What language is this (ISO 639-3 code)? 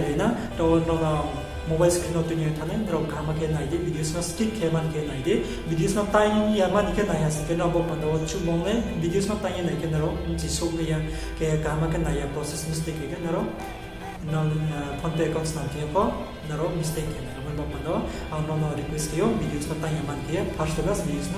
ria